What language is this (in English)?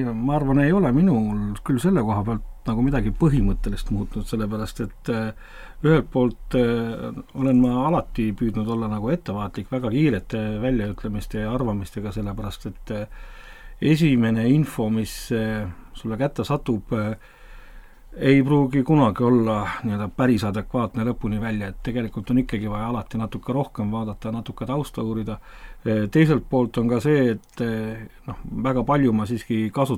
Estonian